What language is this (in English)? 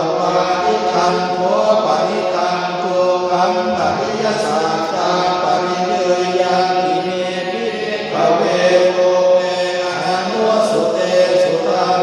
Pali